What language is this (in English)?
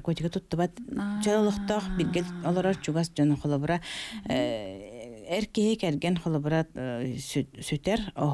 Yakut